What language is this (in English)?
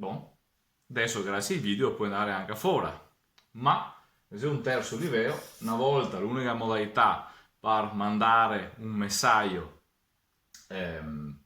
Venetian